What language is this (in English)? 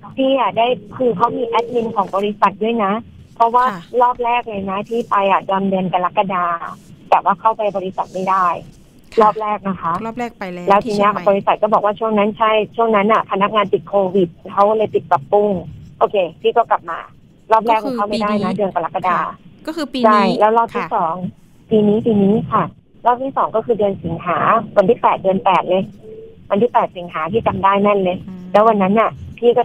Thai